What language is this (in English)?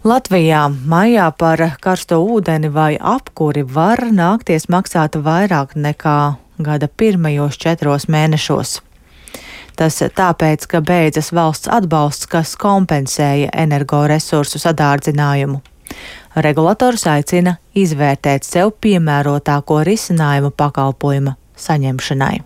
Latvian